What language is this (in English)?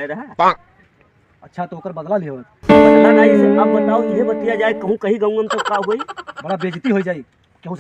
Awadhi